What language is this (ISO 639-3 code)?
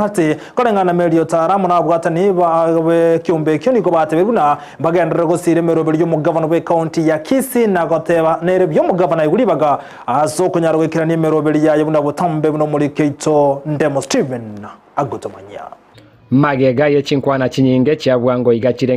guz